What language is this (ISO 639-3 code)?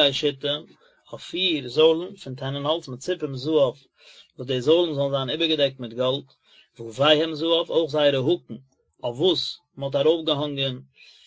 yid